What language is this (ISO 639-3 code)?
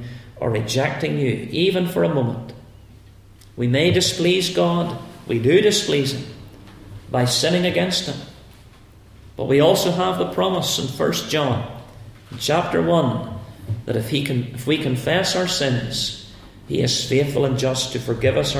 eng